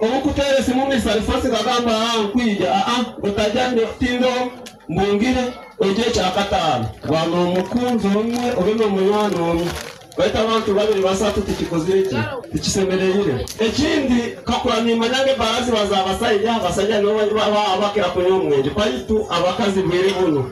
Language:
Nyoro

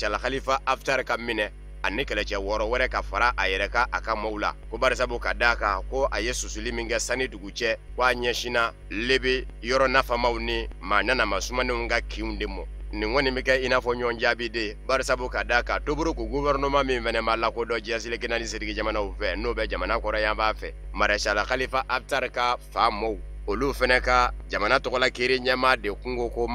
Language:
Bambara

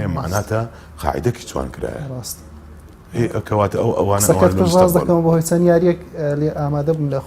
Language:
Central Kurdish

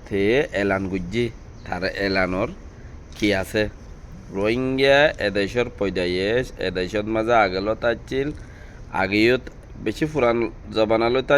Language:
Rohingya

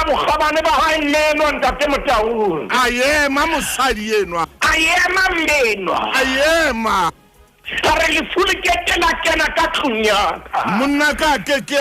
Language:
Southern Sotho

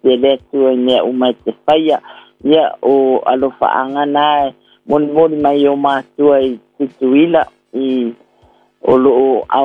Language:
Samoan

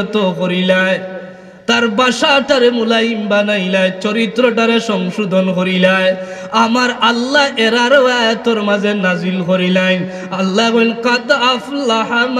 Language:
Sylheti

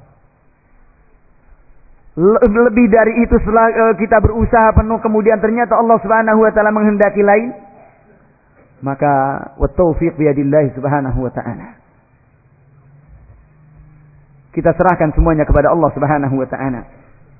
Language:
Indonesian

